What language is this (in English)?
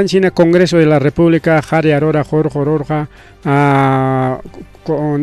Ayacucho Quechua